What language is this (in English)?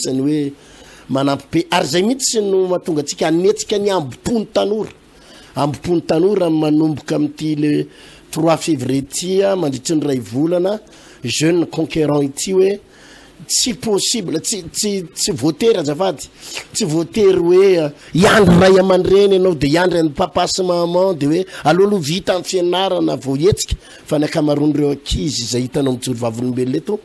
Malagasy